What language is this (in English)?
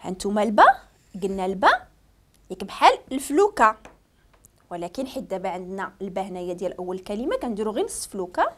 Moroccan Arabic